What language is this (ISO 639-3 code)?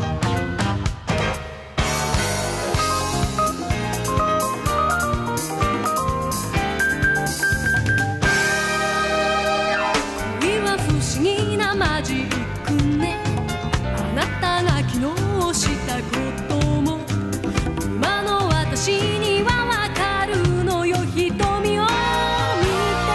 jpn